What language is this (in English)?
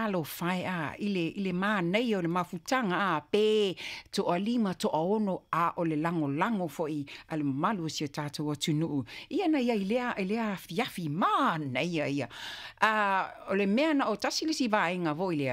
Samoan